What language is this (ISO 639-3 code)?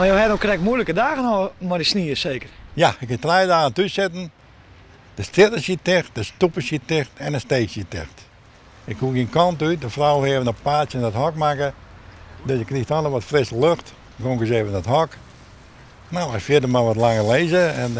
fry